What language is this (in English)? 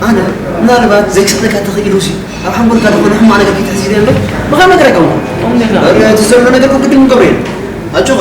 Tigrinya